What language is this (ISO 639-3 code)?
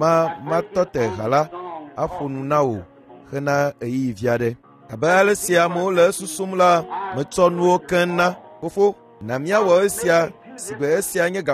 ewe